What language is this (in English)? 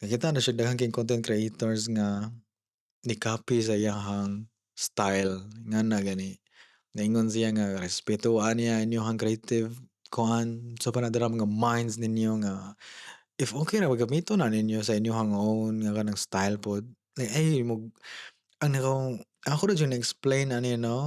Cebuano